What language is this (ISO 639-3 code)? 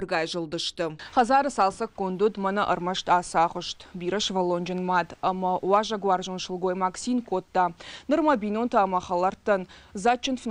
oss